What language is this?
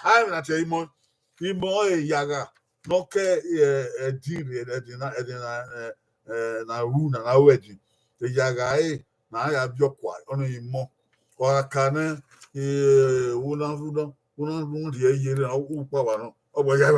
Bini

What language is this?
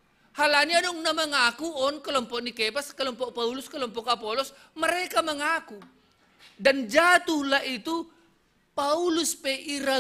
Batak Simalungun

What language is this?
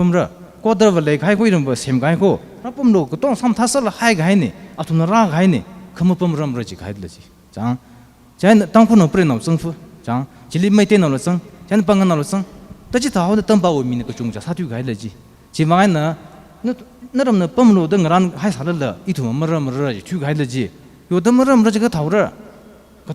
Tangkhul Naga (India)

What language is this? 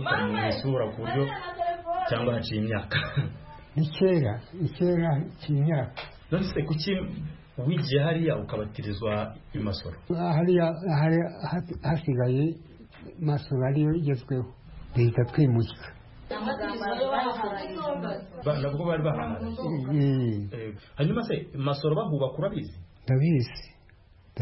Kinyarwanda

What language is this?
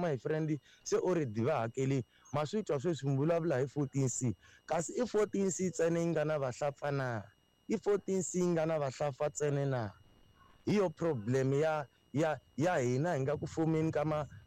Tsonga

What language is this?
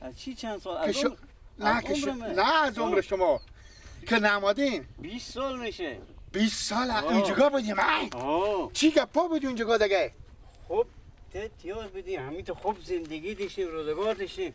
Persian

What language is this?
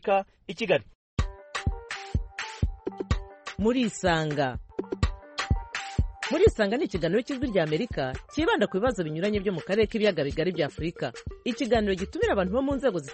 Kinyarwanda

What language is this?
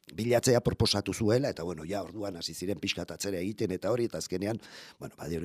Basque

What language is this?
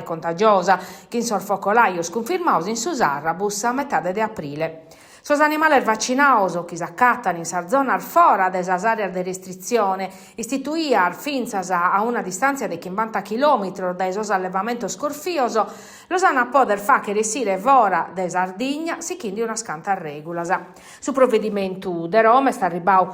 Sardinian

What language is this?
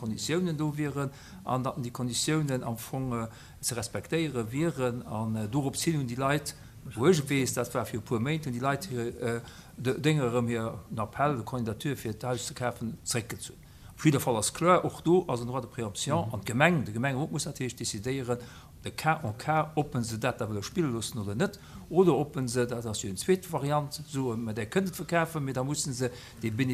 Luxembourgish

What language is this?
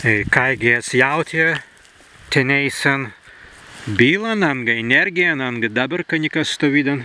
Prussian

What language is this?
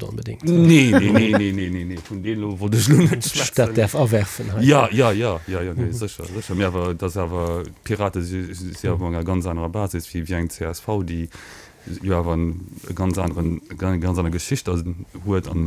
Luxembourgish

